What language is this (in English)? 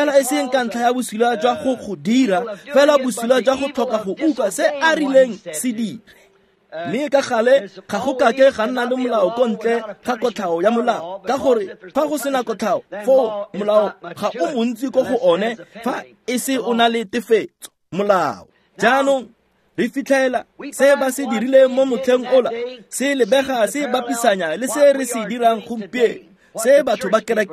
Tswana